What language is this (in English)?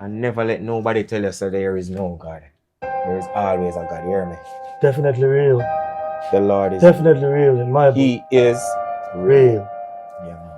Jamaican Creole English